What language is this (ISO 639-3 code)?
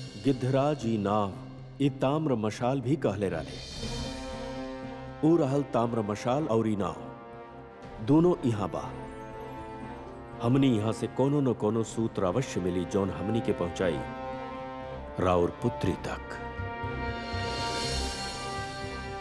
bho